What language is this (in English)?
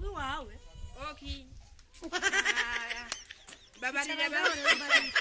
Rundi